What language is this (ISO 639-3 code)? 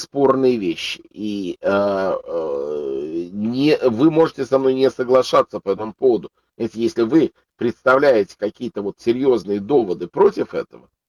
rus